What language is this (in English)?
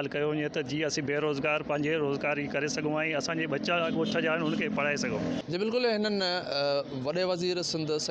Sindhi